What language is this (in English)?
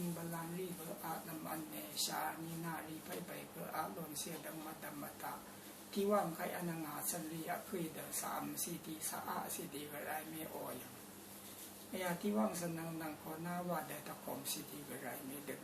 Rawang